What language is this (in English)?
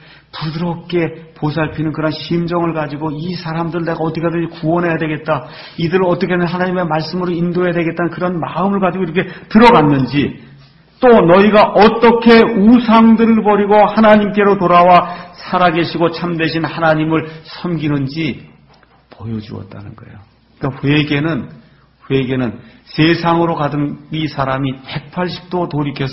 Korean